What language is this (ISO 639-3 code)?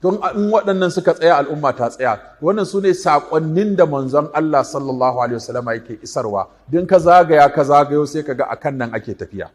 hau